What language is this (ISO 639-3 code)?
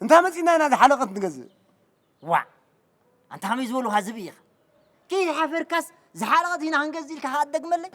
tir